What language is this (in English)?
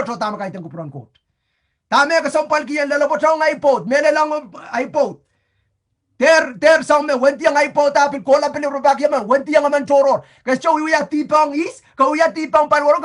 Pohnpeian